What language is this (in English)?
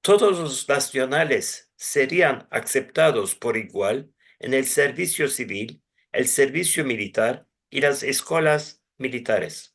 Ladino